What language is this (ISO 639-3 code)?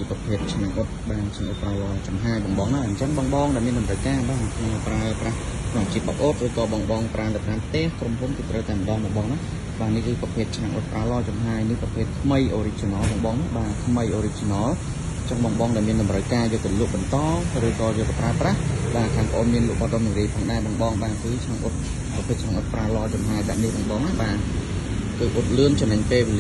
khm